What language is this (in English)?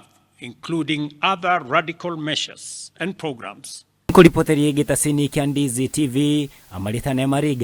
Gusii